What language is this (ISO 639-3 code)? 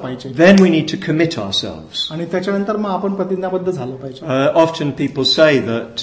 mar